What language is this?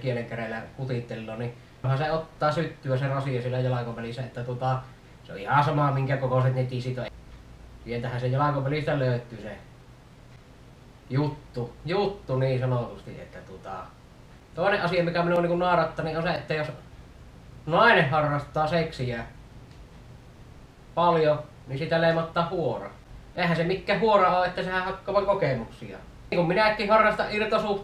Finnish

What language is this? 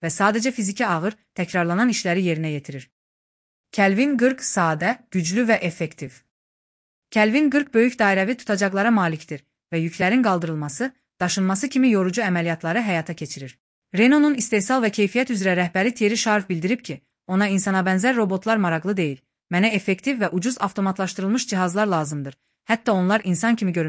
Azerbaijani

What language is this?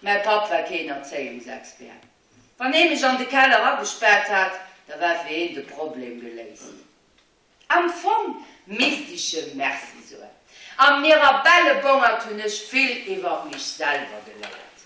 Luxembourgish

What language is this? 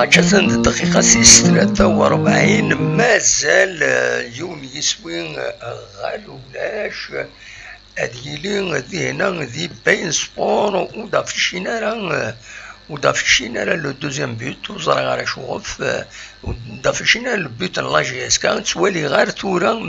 Kabyle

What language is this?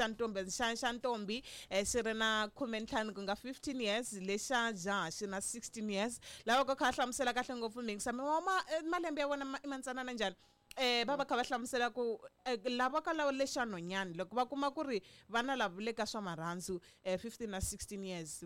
Tsonga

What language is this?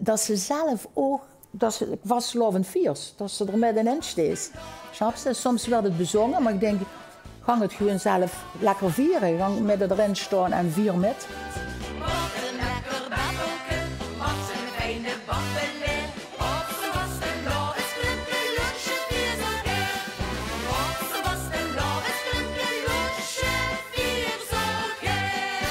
Limburgish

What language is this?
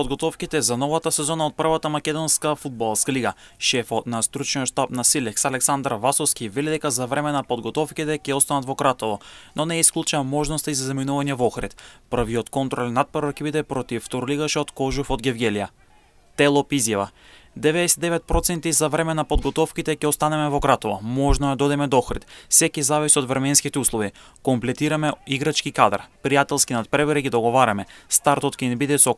Macedonian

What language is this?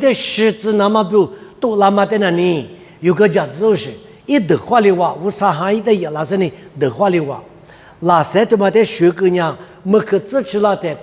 Lisu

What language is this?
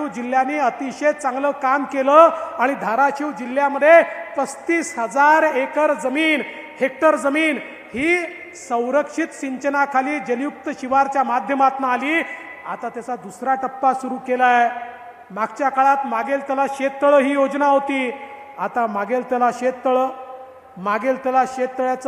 Marathi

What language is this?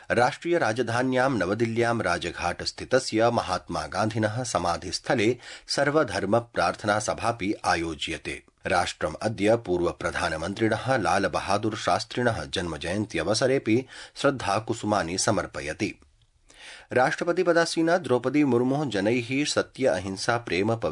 Sanskrit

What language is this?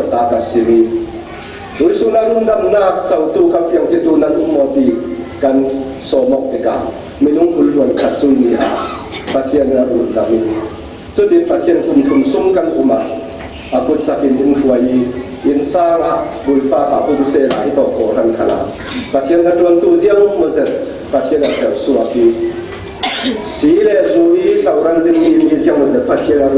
Falam Chin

